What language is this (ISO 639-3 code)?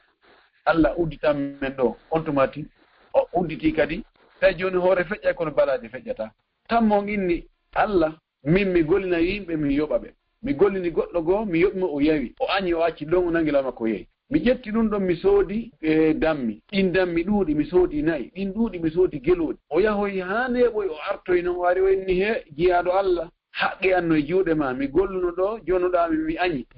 ful